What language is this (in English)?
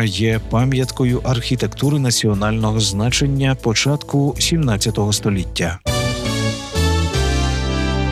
Ukrainian